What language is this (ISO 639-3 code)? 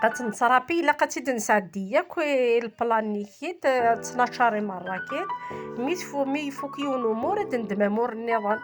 kab